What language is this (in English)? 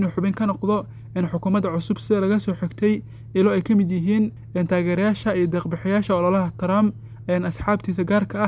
Somali